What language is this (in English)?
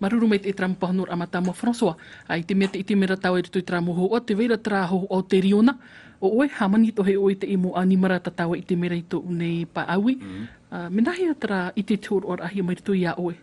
Tahitian